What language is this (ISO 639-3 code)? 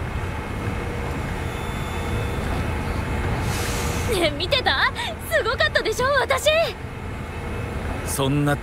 jpn